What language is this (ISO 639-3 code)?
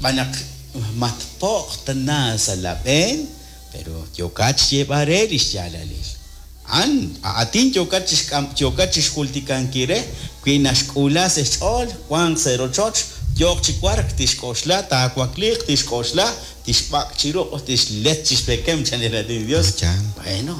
kek